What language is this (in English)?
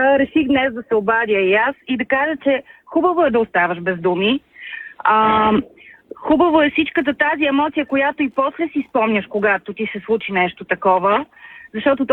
Bulgarian